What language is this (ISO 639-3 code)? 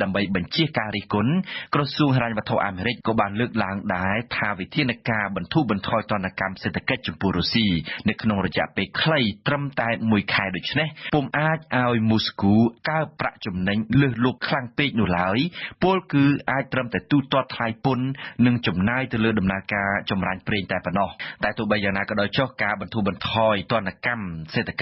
khm